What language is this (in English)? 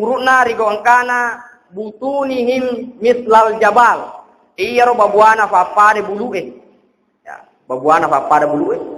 Buginese